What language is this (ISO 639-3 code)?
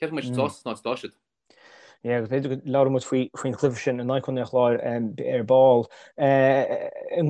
gle